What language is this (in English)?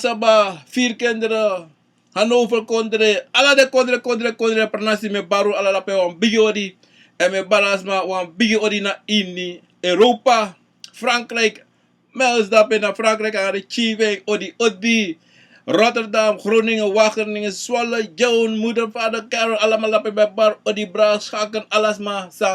Sranan Tongo